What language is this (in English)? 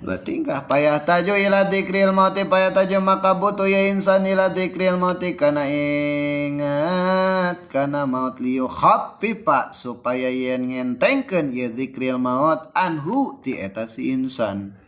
Sundanese